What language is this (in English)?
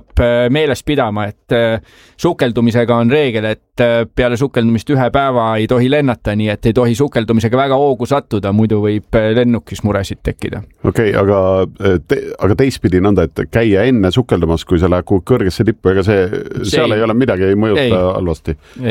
Estonian